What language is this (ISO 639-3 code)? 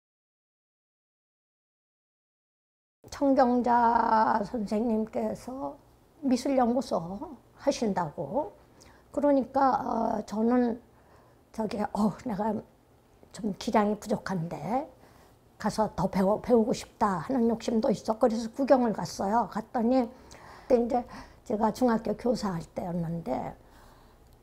kor